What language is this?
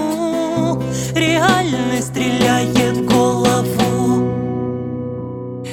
Russian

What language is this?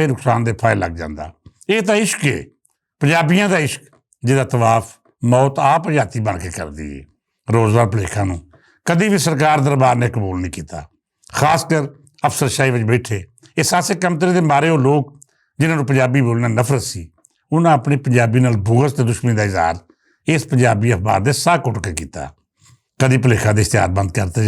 Western Panjabi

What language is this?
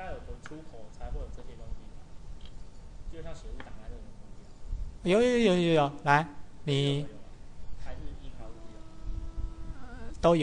Chinese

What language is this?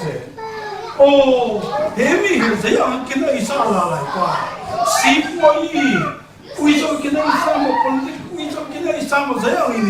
Falam Chin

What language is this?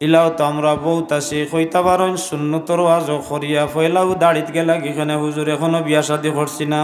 Sylheti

